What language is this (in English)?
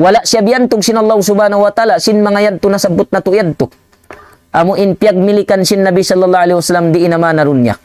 Tausug